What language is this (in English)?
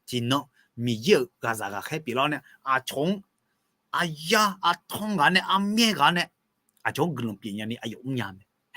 Akha